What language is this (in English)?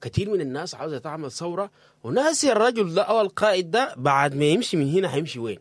Sudanese Arabic